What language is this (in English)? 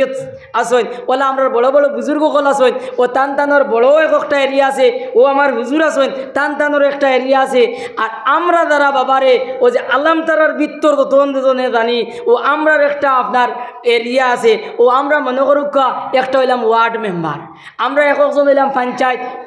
Sylheti